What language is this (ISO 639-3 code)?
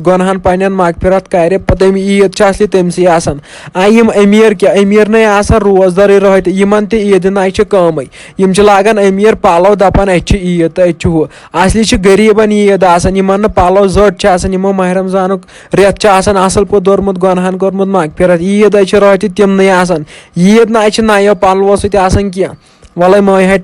kas